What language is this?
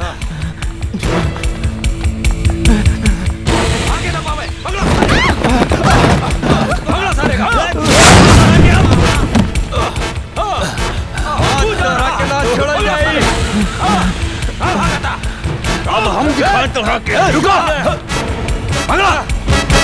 Bhojpuri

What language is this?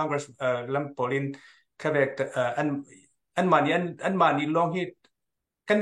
Hakha Chin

